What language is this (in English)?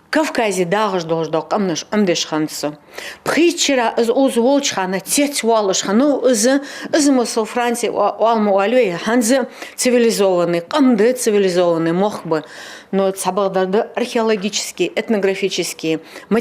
Ingush